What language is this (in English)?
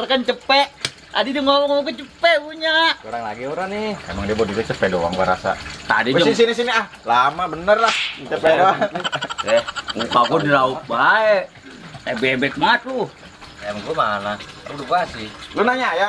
Betawi